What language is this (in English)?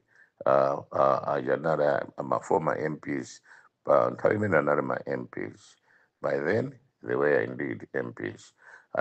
Nyanja